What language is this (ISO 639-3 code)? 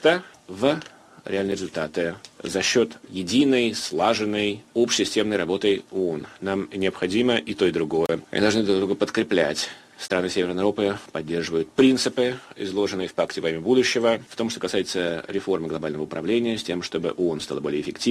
rus